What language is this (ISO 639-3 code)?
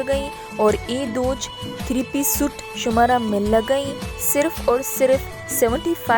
bal